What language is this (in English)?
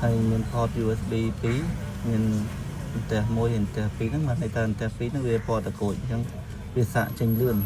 Khmer